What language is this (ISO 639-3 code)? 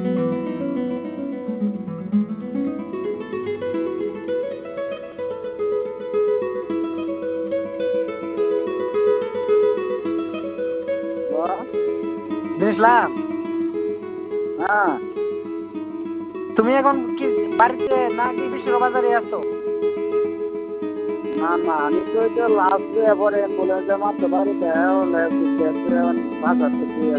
ben